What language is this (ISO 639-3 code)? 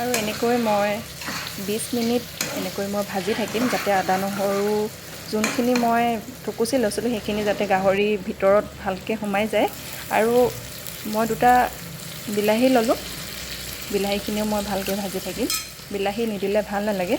asm